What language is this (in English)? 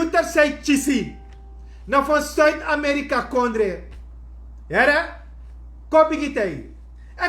Sranan Tongo